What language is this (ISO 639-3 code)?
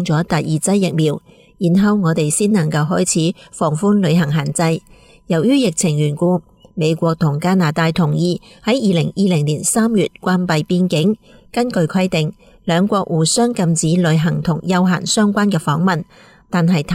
yue